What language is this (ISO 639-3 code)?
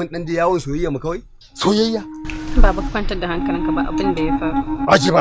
hau